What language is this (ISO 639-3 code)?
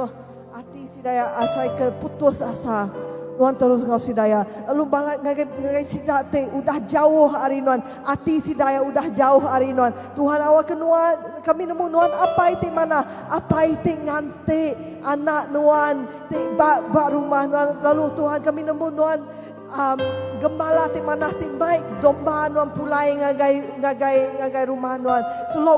iba